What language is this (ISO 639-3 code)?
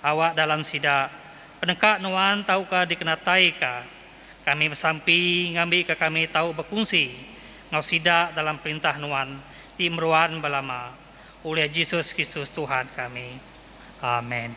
iba